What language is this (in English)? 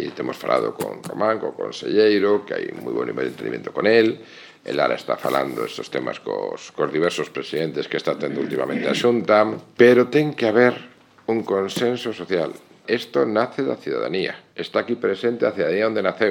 Galician